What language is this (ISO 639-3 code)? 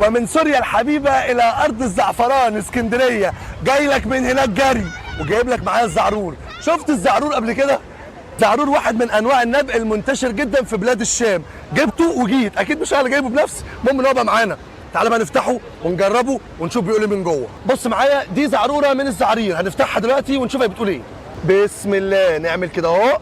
arz